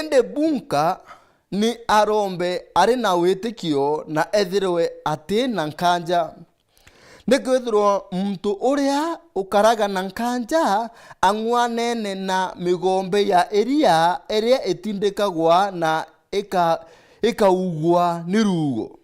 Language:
Meru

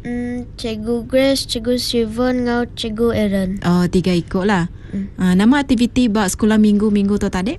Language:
Iban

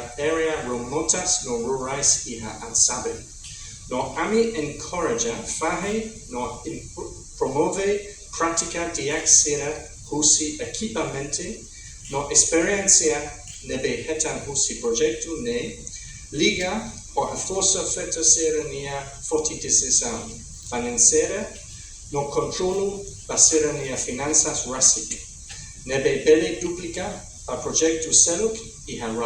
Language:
Tetum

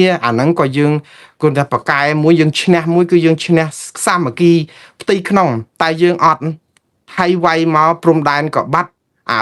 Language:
Khmer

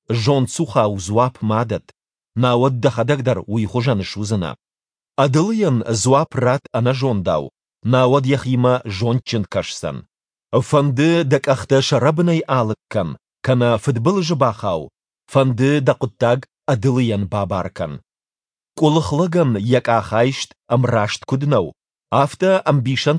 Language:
Ossetic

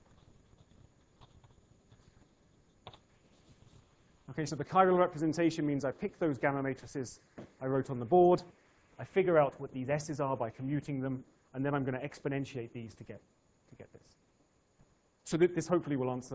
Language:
English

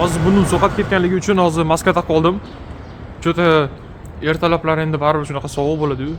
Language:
Uzbek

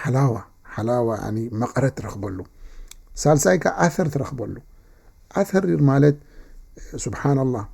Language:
Tigrinya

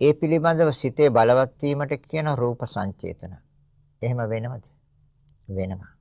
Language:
Sinhala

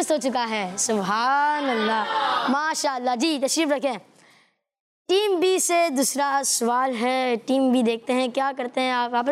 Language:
Hindi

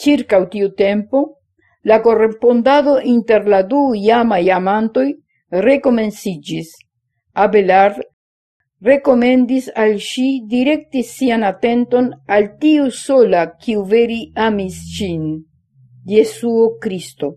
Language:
Esperanto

